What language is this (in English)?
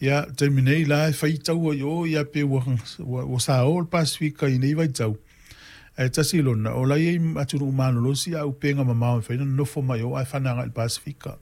Samoan